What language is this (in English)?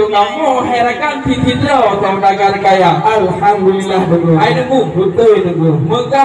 Achinese